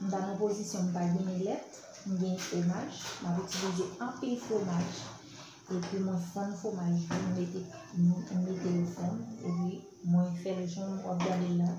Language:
Haitian Creole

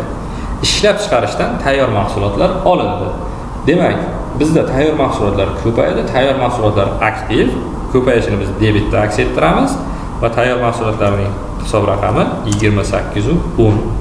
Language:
Uzbek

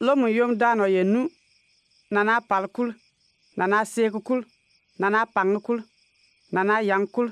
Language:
Bimoba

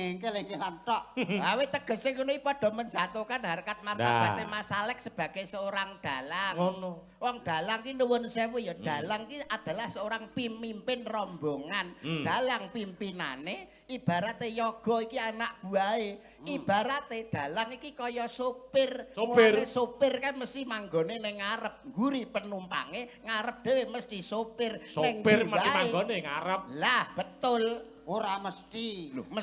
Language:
Javanese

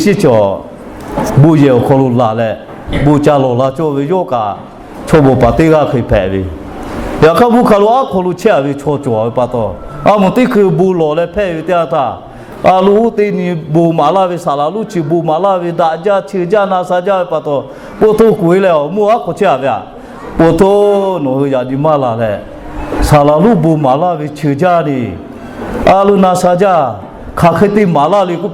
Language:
Lahu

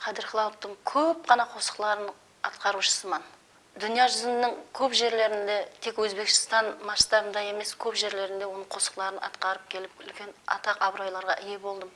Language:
Kara-Kalpak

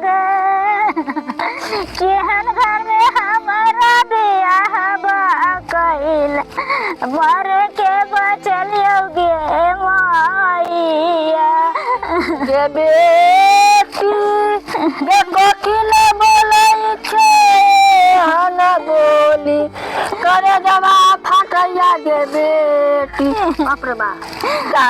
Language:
Maithili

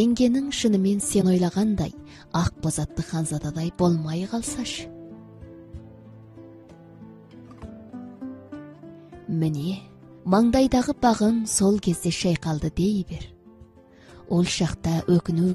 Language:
Kazakh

